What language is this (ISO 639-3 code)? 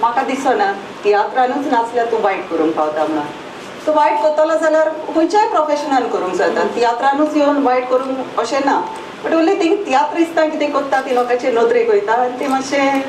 kok